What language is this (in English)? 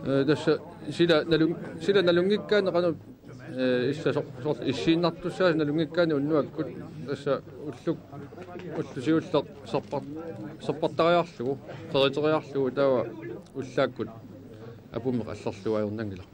Kalaallisut